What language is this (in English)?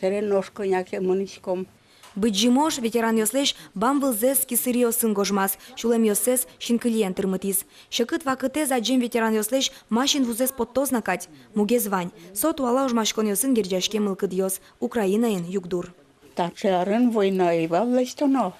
Udmurt